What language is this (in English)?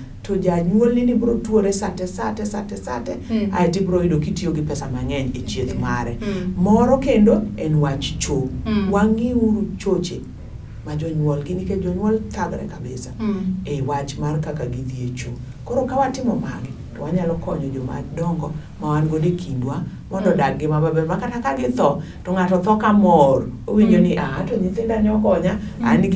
Luo (Kenya and Tanzania)